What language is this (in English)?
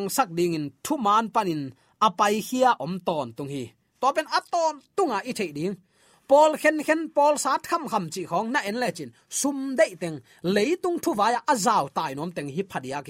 Tedim Chin